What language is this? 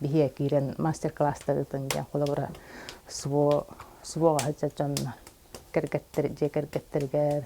Yakut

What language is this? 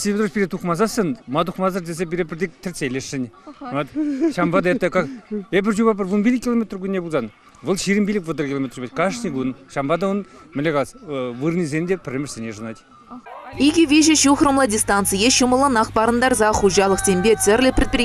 Chuvash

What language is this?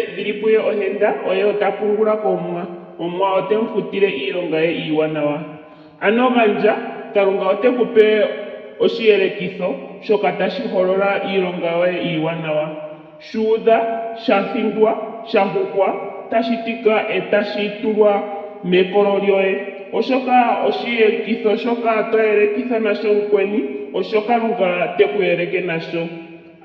Ndonga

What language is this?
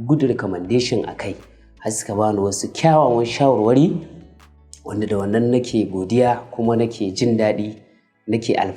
Hausa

